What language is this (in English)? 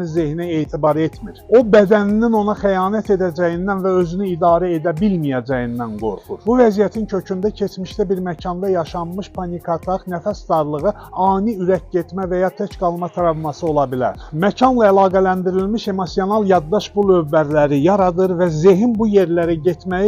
Azerbaijani